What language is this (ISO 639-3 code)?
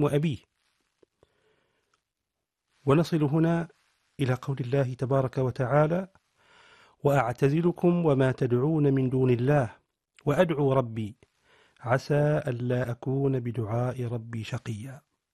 ara